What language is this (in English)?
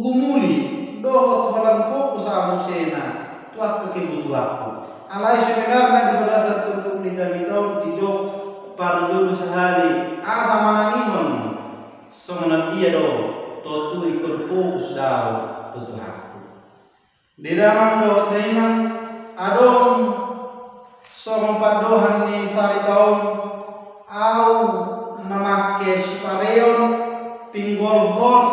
Batak Toba